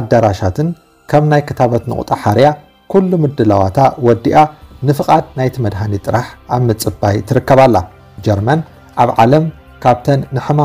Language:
Tigrinya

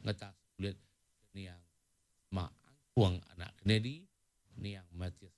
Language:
Iban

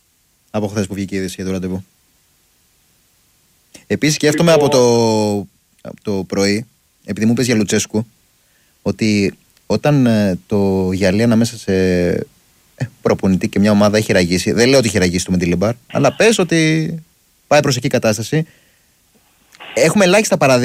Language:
Greek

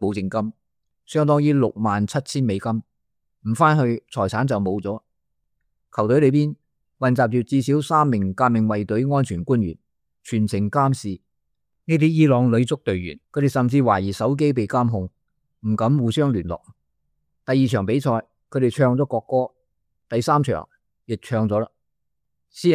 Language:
Cantonese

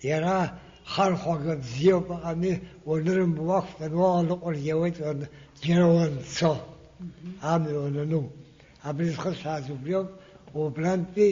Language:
Abkhazian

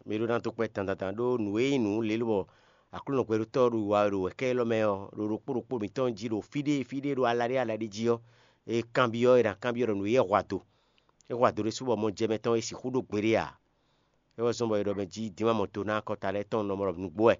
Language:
Fon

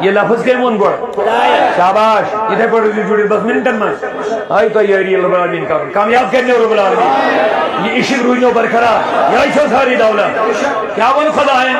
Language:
Kashmiri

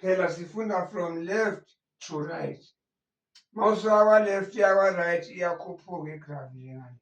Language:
Zulu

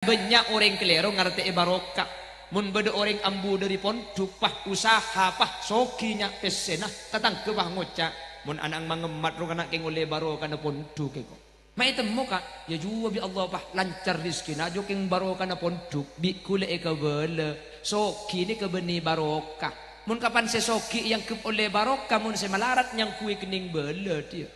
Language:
Madurese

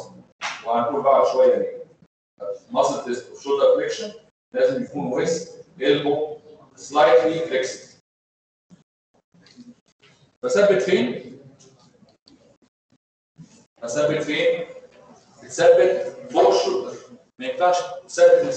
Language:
Egyptian Arabic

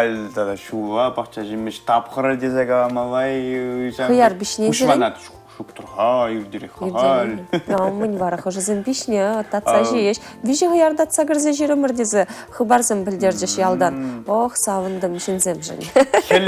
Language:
Chuvash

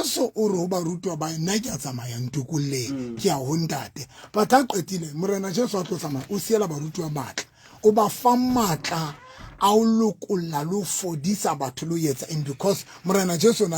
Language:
Southern Sotho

